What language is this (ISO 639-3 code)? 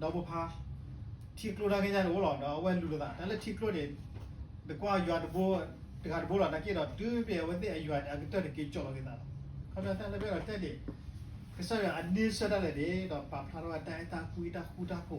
ksw